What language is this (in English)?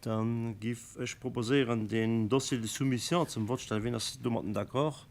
Luxembourgish